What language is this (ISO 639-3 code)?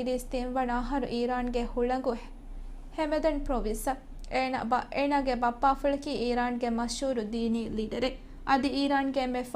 div